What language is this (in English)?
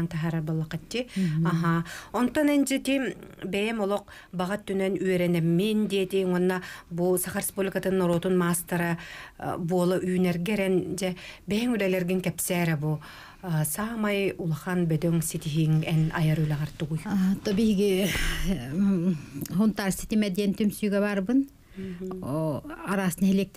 Yakut